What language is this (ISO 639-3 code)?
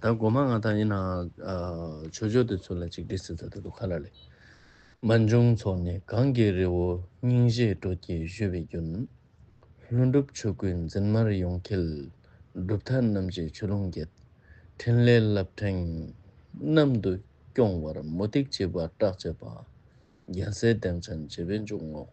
lbj